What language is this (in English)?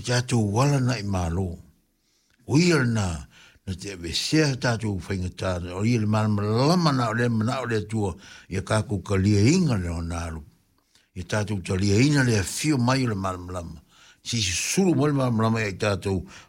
Samoan